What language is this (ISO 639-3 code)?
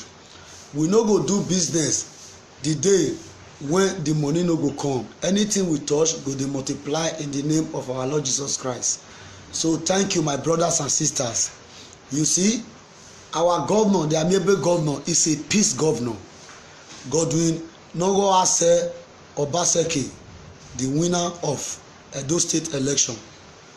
pcm